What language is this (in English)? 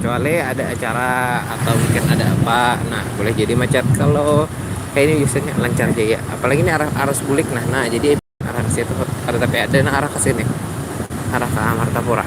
Banjar